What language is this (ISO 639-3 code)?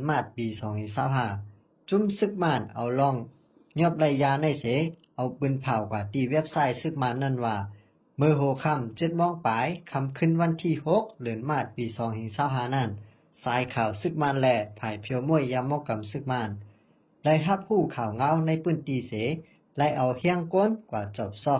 shn